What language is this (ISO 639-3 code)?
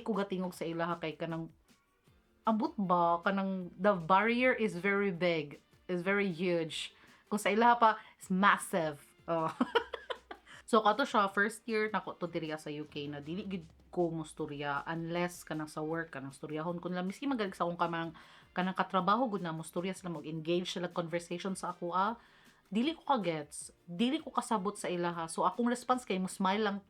ceb